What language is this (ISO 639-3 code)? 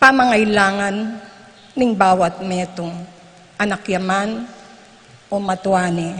pam